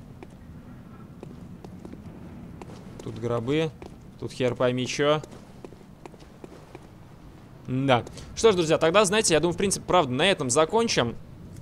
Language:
Russian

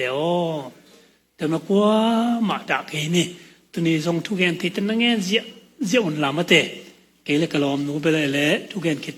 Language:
Tedim Chin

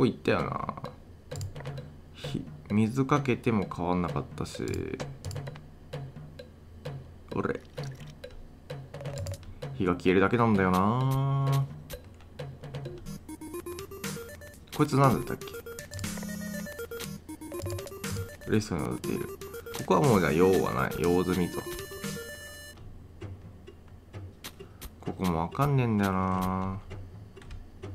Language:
Japanese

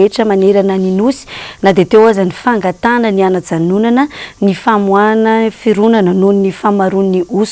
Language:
Malagasy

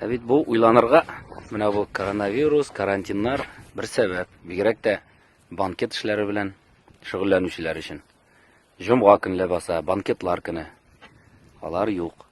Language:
Tatar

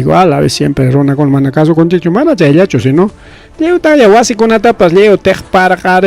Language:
Ayacucho Quechua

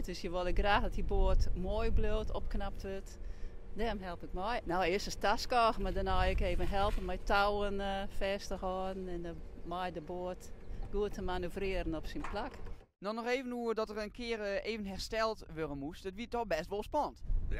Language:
Western Frisian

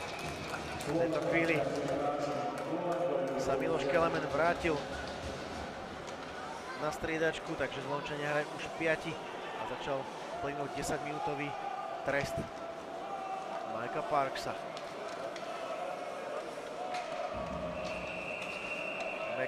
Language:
Slovak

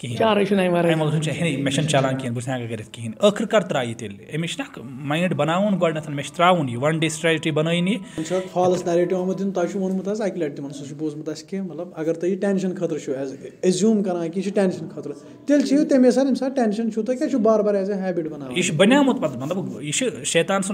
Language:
Kashmiri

